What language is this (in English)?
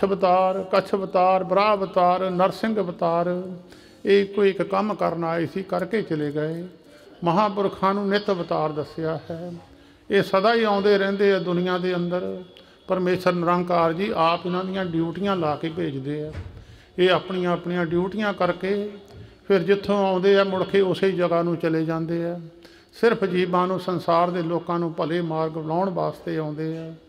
Punjabi